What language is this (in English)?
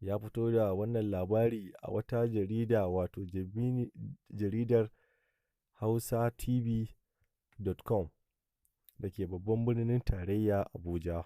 Hausa